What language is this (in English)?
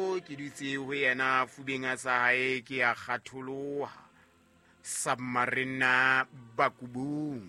Southern Sotho